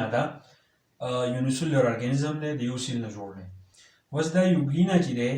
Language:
Pashto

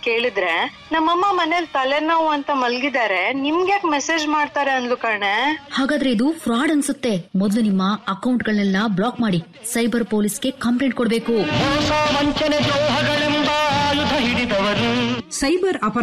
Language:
Kannada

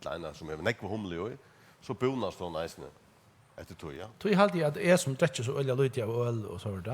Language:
Faroese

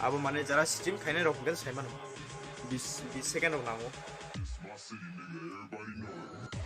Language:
Kok Borok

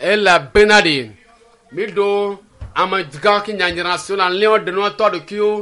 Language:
Ewe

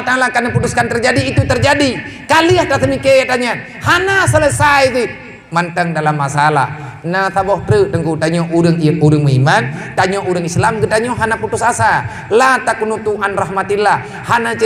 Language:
Achinese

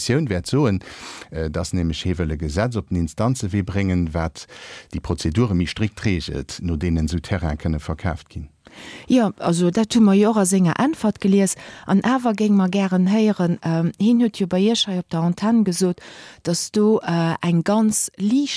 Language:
Luxembourgish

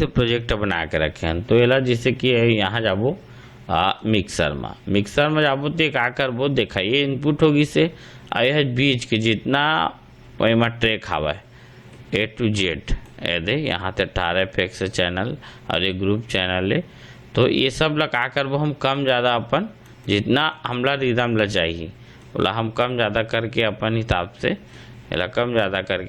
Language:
Chhattisgarhi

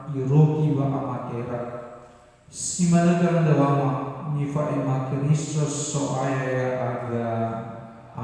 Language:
Nias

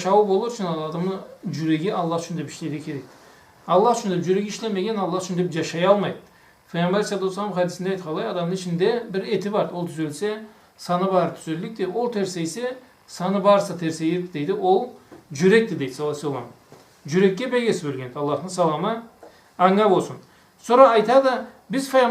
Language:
Karachay-Balkar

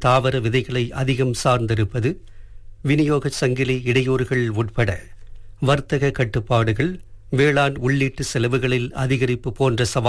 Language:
Tamil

